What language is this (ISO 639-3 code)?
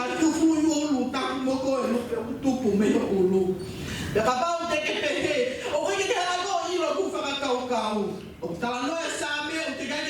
ton